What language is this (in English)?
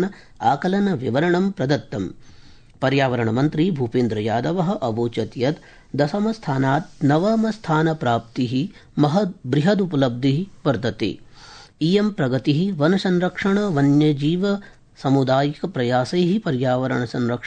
Sanskrit